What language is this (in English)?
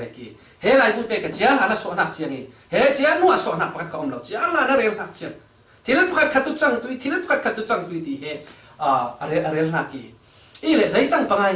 Falam Chin